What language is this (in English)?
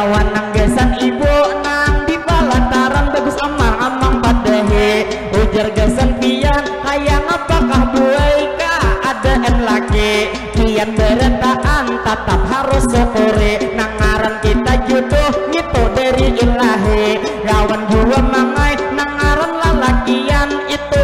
Banjar